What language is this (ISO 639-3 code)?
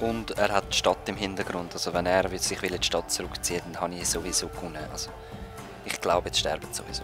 gsw